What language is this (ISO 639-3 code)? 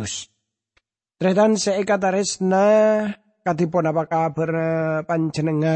mad